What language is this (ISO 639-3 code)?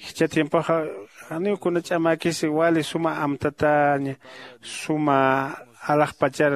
aym